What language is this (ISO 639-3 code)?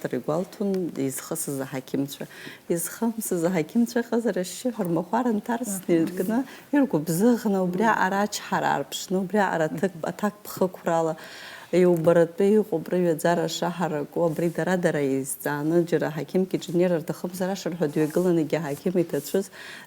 abk